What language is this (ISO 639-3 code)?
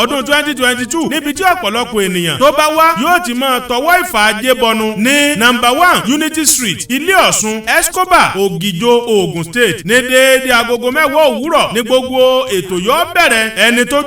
yor